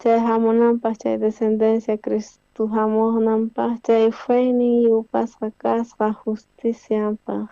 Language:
South Bolivian Quechua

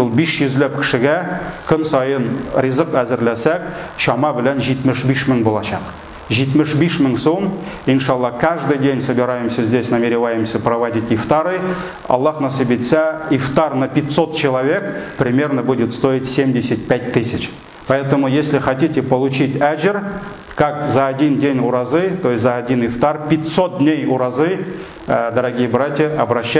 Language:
Tatar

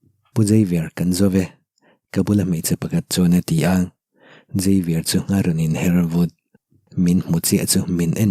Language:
Mizo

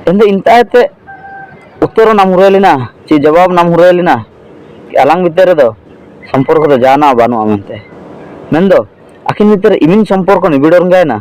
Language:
Ho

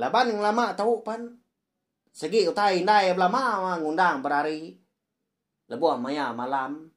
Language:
Iban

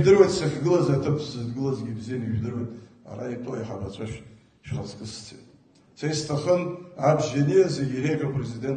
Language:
Abkhazian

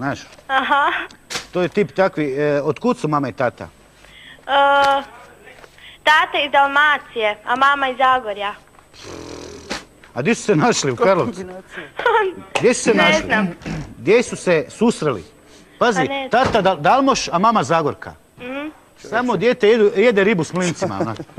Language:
Croatian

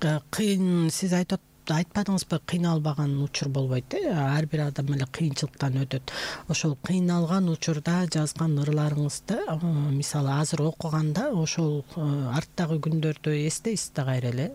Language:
Kyrgyz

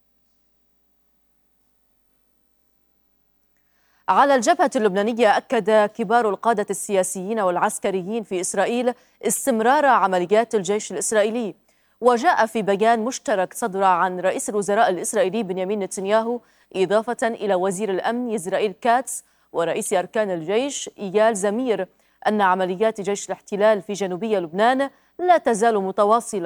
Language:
Arabic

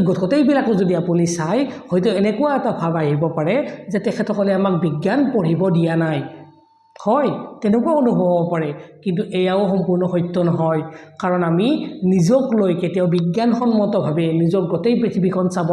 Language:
Assamese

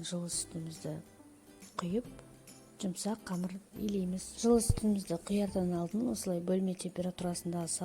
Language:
Kazakh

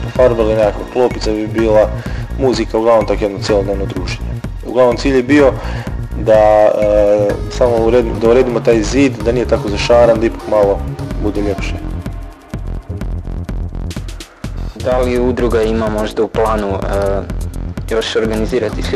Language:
Croatian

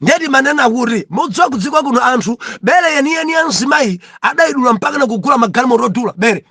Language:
Nyanja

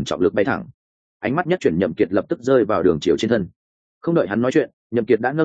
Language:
Vietnamese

